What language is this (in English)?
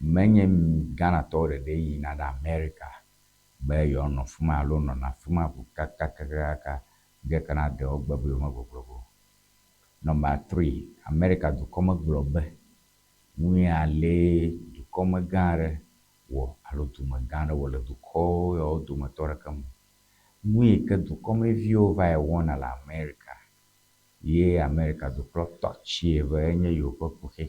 Ewe